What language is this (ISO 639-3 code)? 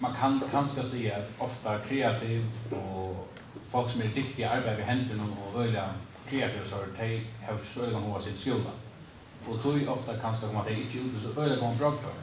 fao